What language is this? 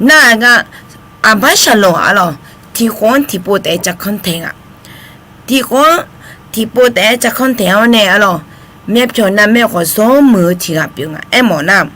Akha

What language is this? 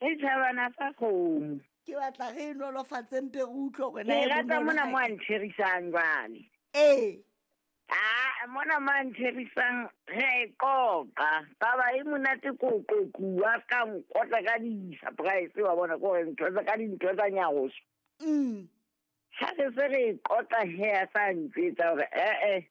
Southern Sotho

